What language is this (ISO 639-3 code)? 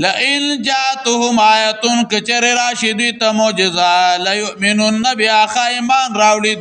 pus